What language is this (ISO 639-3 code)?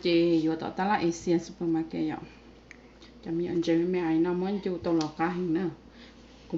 hmn